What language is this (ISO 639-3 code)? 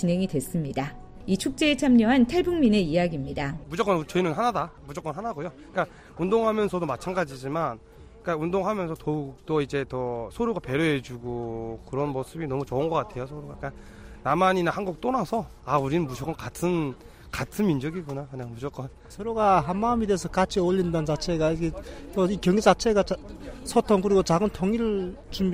kor